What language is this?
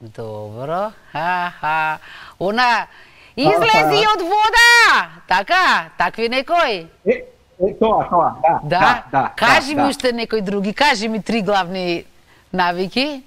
Macedonian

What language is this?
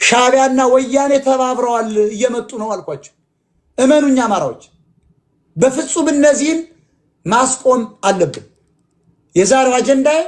Amharic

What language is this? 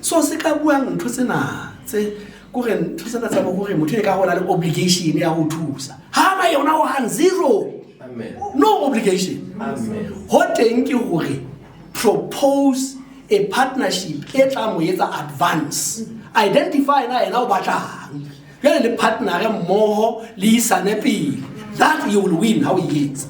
Southern Sotho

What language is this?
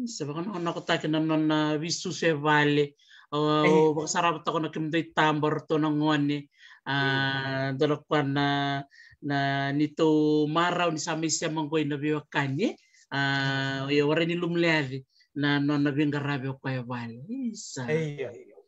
Fijian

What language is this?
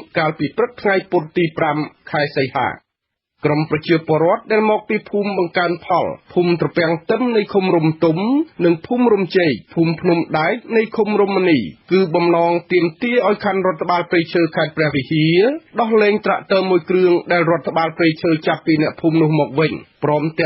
Khmer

